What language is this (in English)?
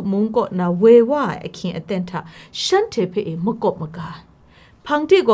Kachin